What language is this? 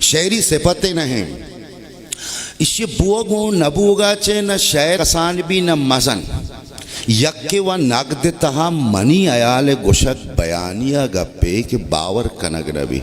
Baluchi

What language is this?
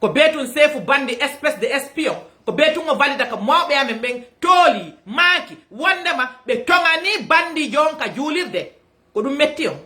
Fula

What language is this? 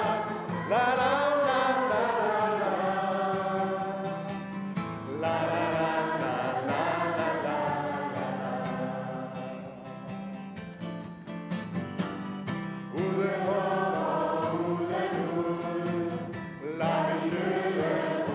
Danish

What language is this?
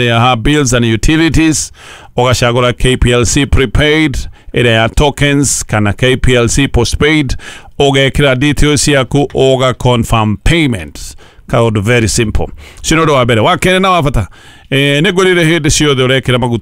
Kikuyu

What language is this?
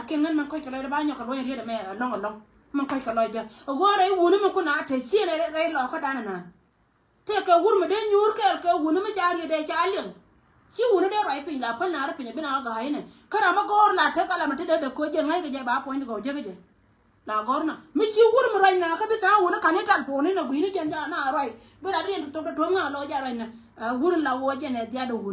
Nuer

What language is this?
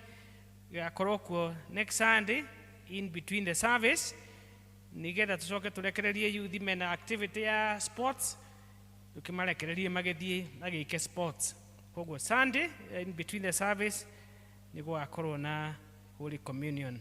Kikuyu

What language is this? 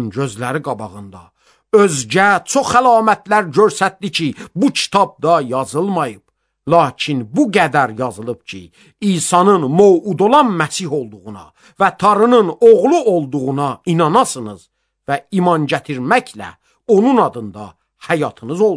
Azerbaijani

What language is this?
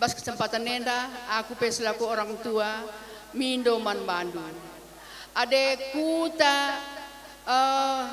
Batak Karo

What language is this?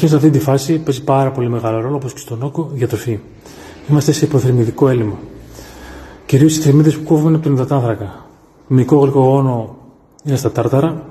Greek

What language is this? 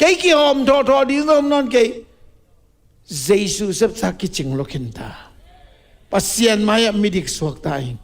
Tedim Chin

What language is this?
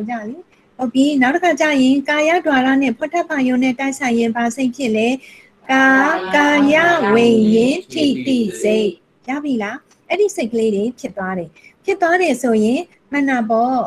Burmese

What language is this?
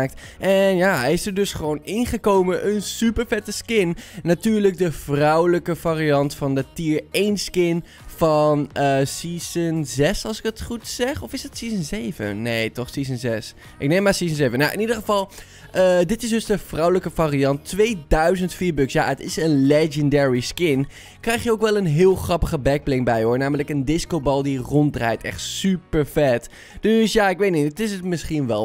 Dutch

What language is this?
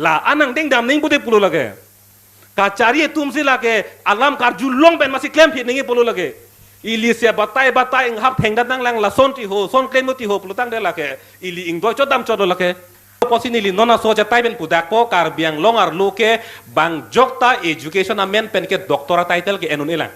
Karbi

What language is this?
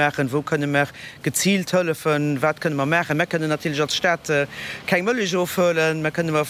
Luxembourgish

